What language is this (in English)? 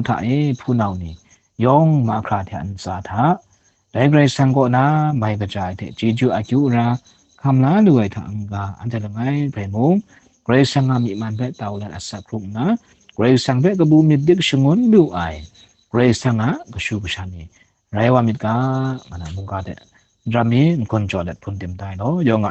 Kachin